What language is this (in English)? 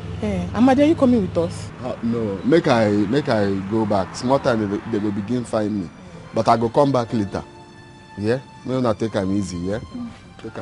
Nigerian Pidgin